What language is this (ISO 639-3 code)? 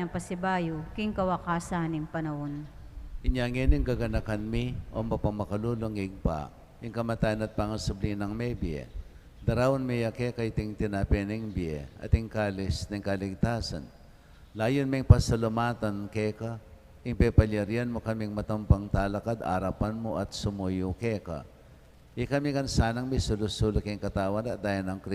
pam